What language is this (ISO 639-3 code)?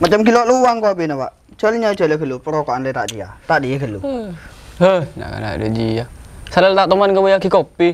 mad